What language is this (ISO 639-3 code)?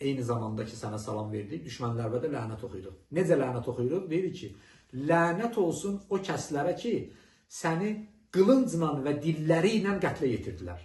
aze